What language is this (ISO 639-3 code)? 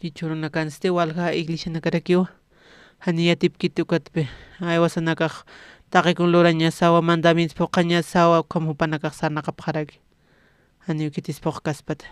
aym